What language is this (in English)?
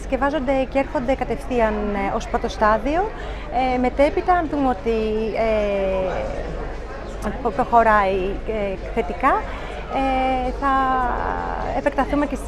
Greek